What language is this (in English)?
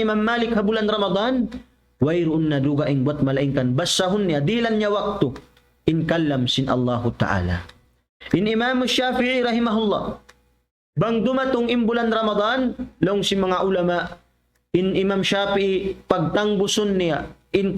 Tausug